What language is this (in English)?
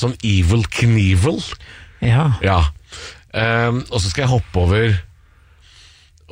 Norwegian